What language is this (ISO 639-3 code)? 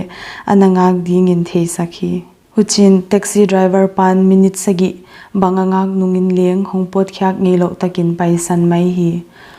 pck